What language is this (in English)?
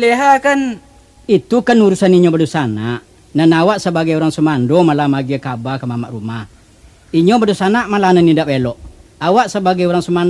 Minangkabau